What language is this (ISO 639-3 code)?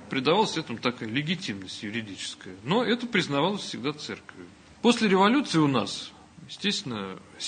rus